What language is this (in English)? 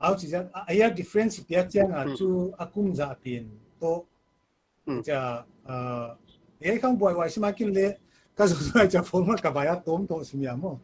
Paite Chin